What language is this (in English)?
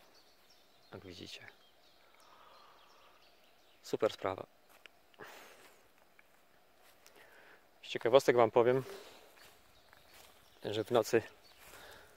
Polish